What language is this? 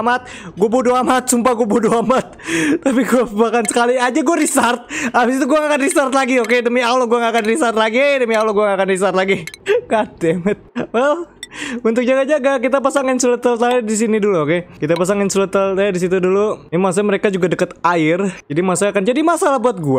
Indonesian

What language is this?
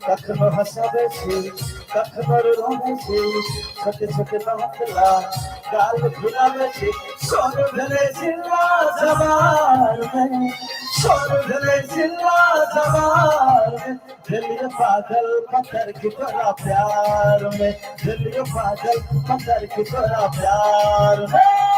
Maithili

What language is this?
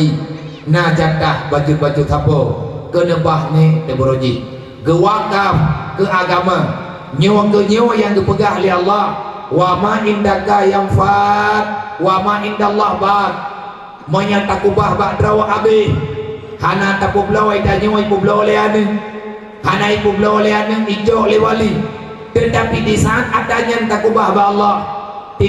Achinese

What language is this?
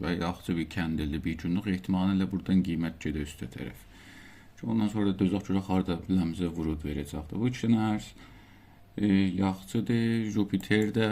South Azerbaijani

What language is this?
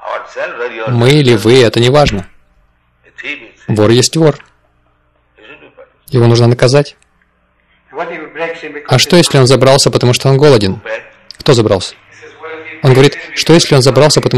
Russian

